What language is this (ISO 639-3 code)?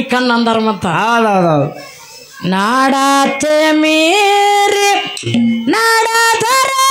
kan